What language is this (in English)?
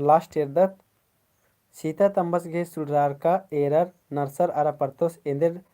Kurukh